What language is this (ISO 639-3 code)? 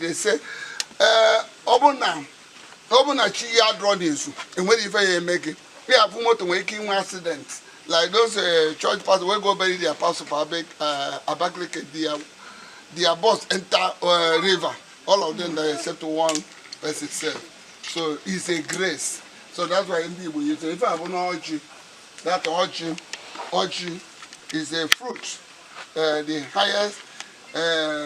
ibo